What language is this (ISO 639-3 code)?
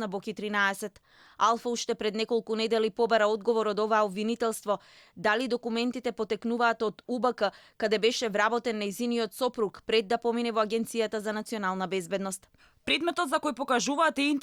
mkd